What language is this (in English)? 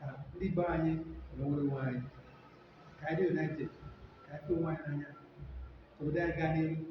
Igbo